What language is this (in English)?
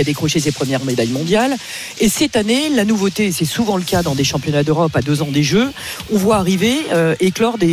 French